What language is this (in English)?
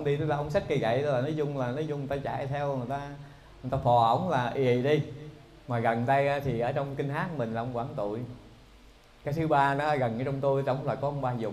Vietnamese